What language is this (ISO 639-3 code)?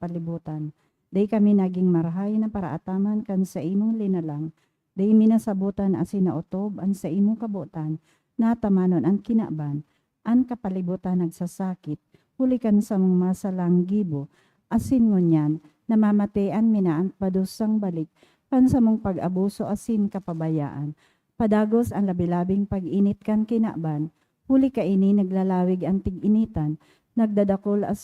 bik